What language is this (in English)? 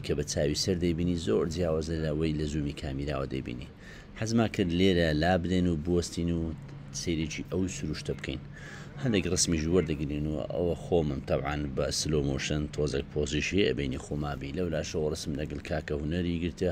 Central Kurdish